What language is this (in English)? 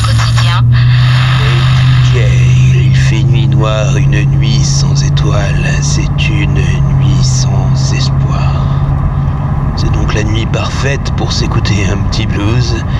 French